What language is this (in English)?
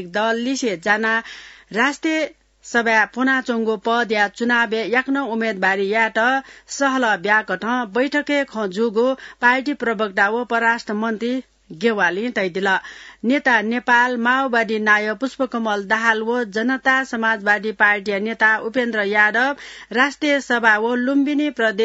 Newari